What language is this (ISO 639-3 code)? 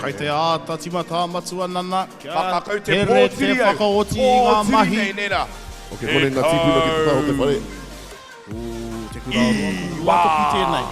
mri